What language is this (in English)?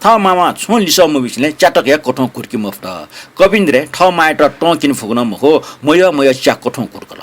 Newari